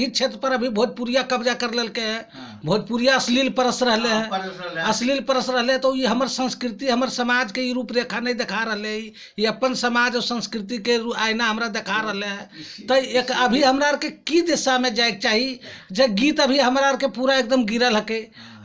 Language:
Magahi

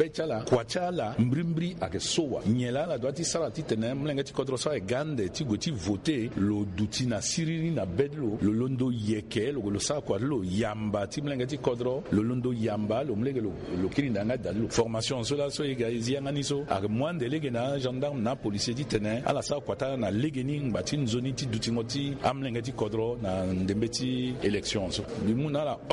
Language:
Sango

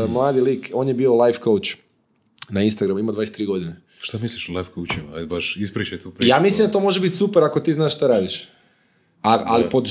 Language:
Croatian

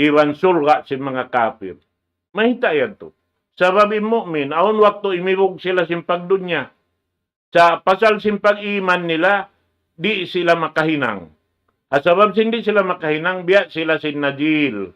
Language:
Tausug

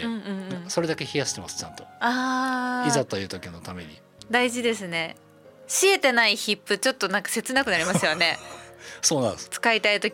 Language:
Japanese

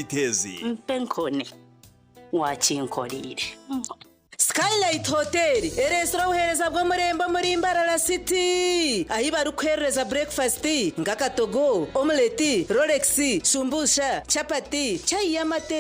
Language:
Nyankole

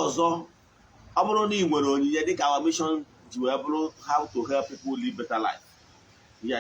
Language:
Igbo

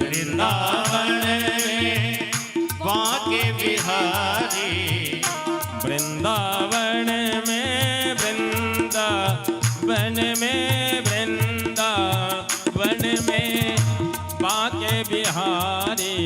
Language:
Maithili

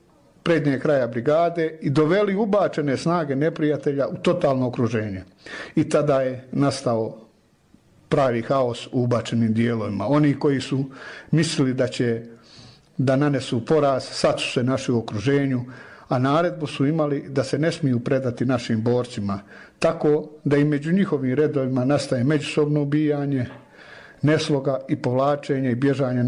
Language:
Bosnian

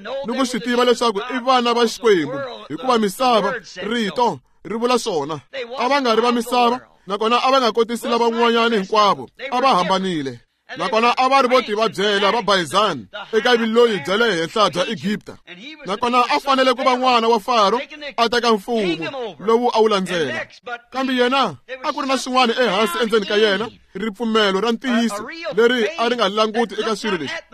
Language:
Tsonga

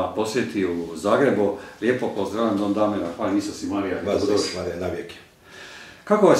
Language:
Croatian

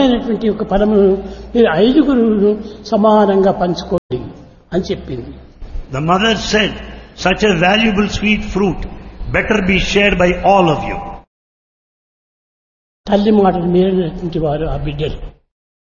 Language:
Telugu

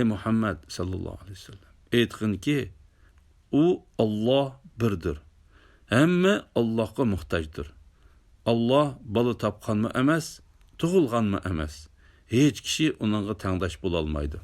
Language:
Uyghur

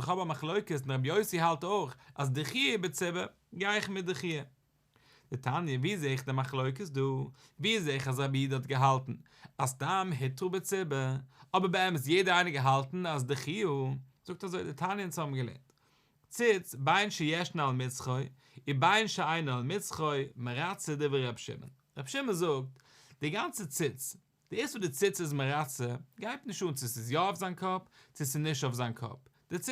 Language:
Yiddish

